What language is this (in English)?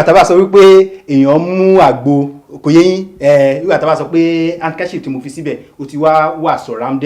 Yoruba